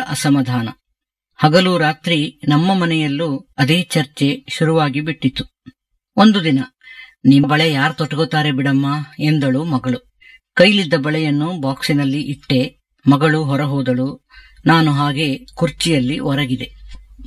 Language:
Kannada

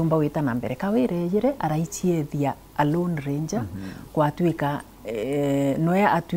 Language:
Meru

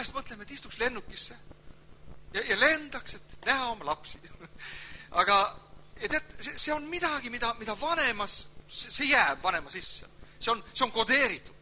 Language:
Estonian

